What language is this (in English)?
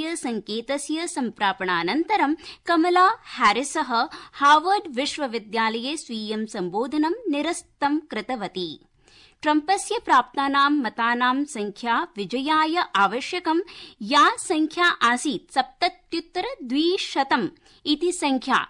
Sanskrit